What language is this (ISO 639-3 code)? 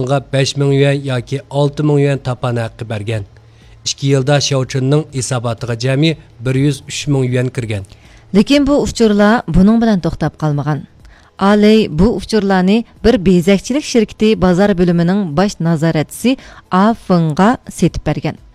uig